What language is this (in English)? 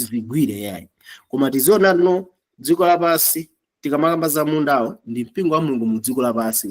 Nyanja